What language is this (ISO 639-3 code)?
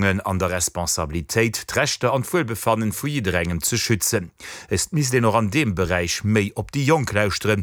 ltz